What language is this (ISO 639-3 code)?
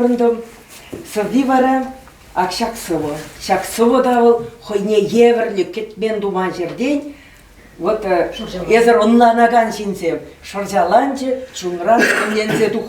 chv